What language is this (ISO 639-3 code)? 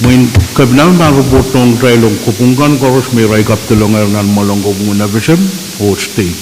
pon